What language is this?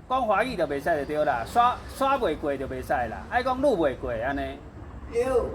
Min Nan Chinese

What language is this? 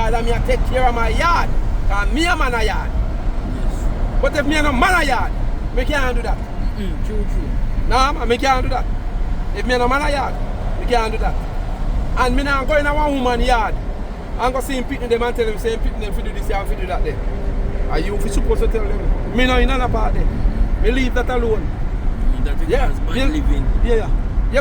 Jamaican Creole English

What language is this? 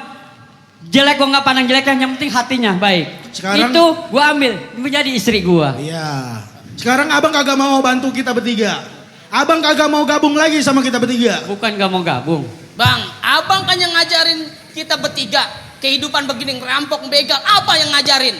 Betawi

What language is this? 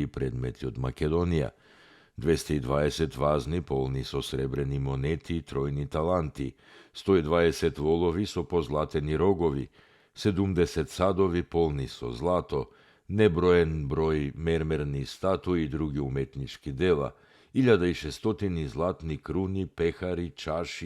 Macedonian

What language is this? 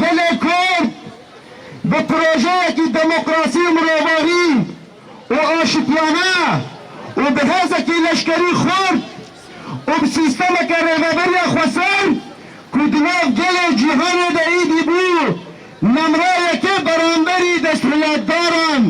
Kurdish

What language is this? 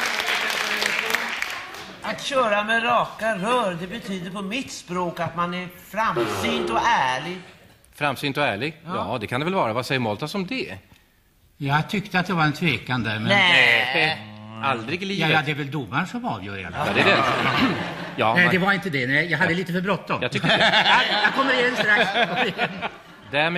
Swedish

